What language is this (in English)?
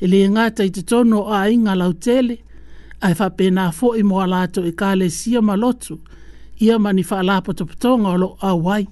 Samoan